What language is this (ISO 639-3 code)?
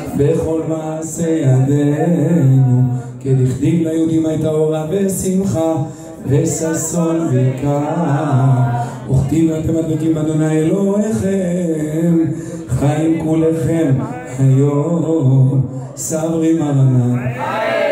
heb